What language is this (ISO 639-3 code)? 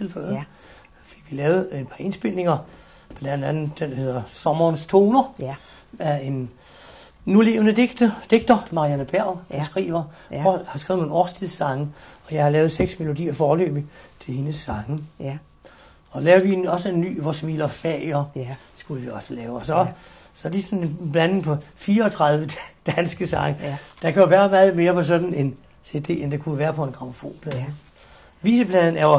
dan